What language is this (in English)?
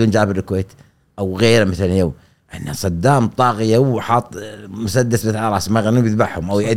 Gulf Arabic